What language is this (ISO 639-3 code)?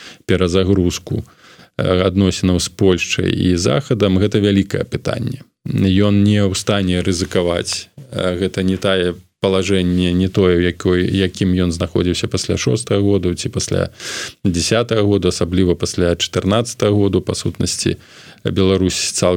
bel